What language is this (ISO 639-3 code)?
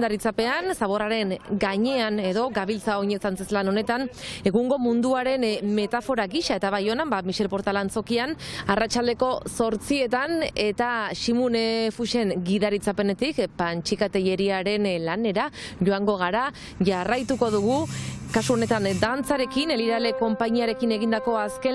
eus